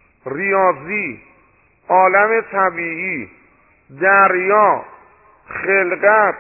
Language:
Persian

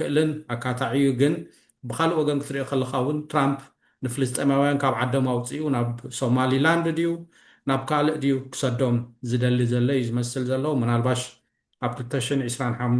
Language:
Tigrinya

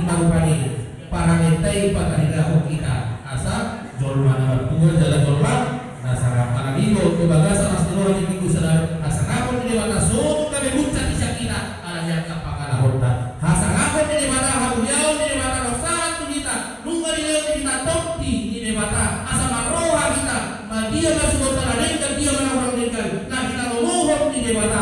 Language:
Batak Toba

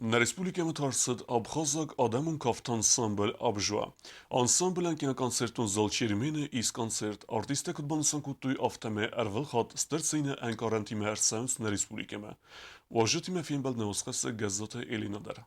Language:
Ossetic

